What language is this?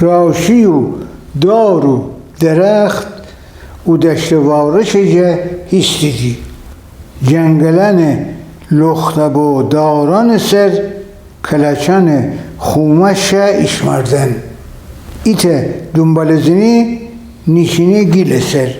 Gilaki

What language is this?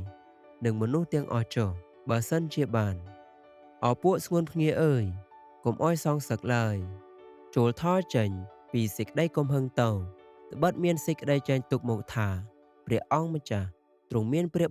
Khmer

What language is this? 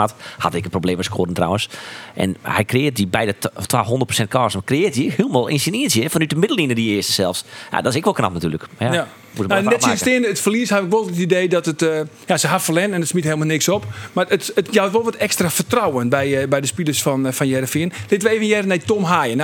Western Frisian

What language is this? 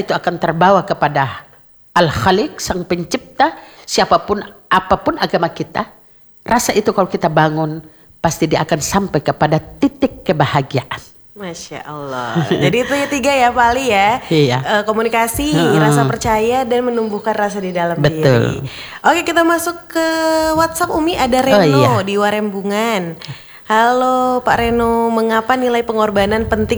Indonesian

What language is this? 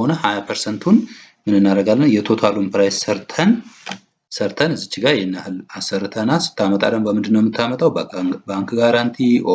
Amharic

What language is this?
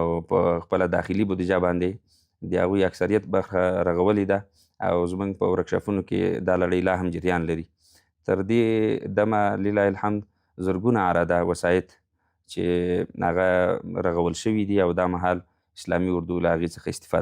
Pashto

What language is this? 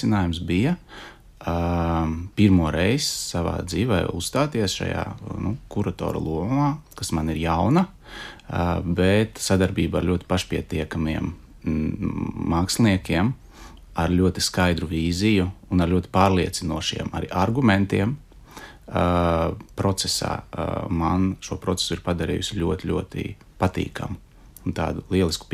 Latvian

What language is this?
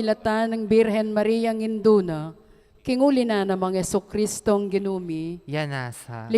Pampanga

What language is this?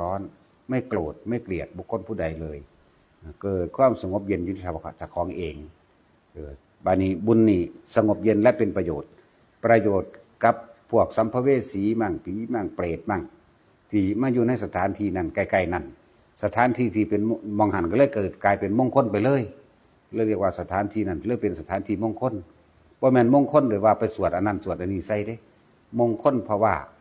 Northeastern Thai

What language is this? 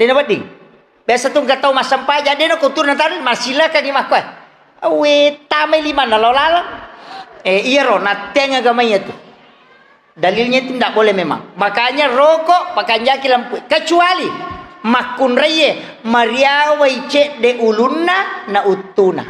Buginese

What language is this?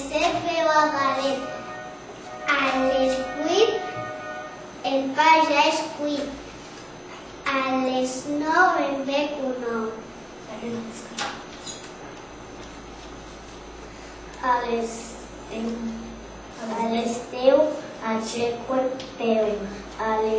Catalan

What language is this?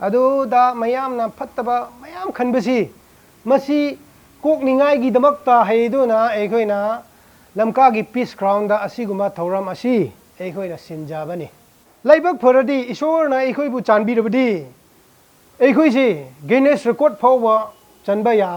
Manipuri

